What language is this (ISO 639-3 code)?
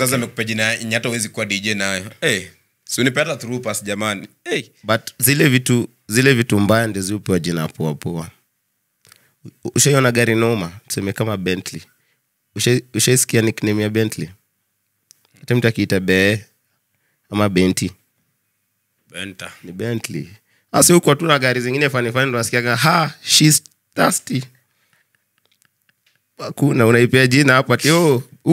swa